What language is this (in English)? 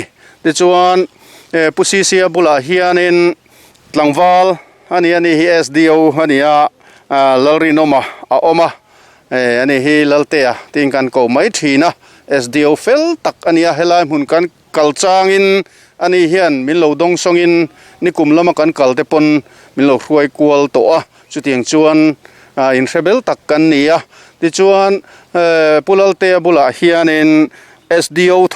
Mizo